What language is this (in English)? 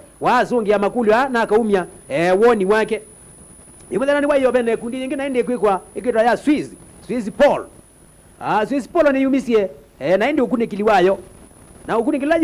Kamba